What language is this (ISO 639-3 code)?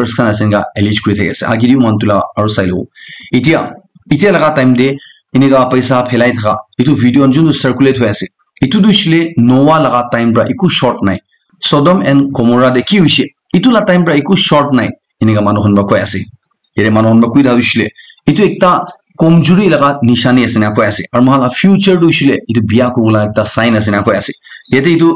nag